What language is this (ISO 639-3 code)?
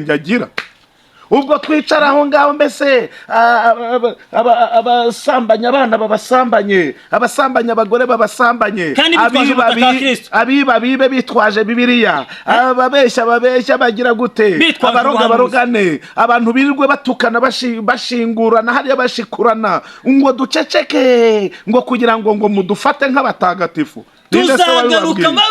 kin